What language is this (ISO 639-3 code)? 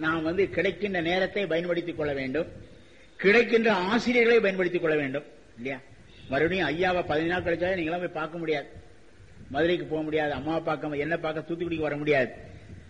tam